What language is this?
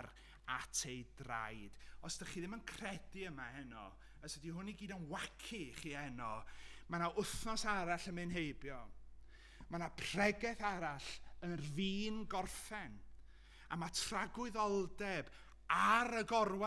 Welsh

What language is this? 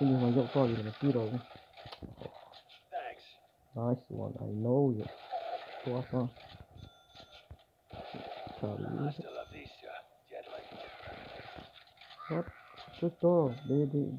Burmese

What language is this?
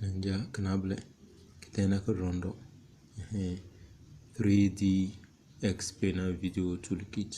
Tem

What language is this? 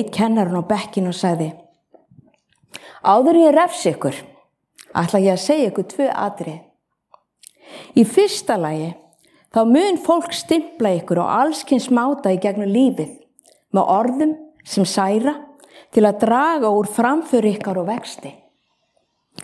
Icelandic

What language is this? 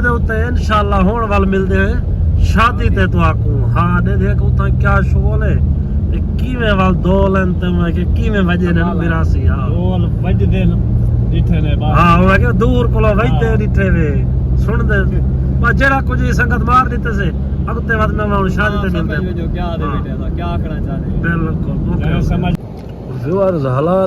Saraiki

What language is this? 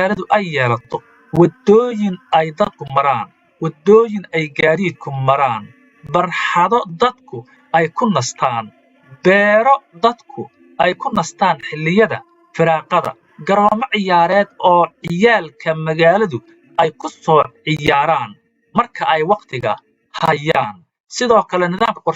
Somali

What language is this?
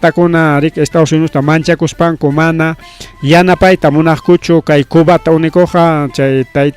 Ayacucho Quechua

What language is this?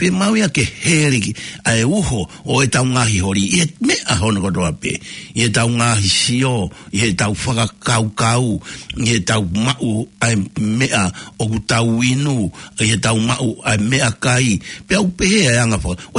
Tongan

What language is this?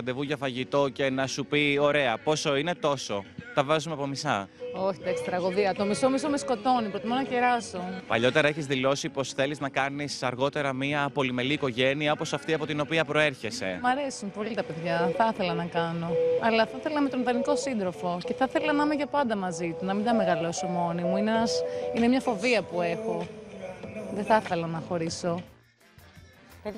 Greek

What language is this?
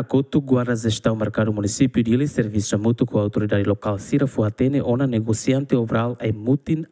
Tetum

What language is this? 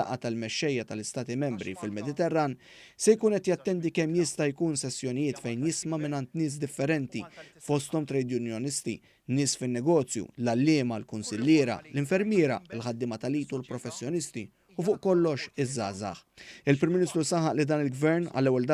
Maltese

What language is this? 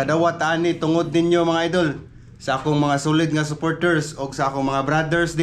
Cebuano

